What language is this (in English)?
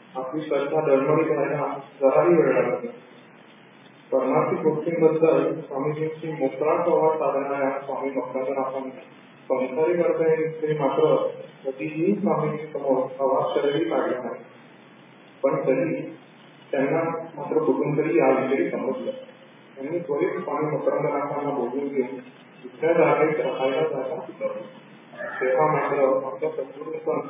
Marathi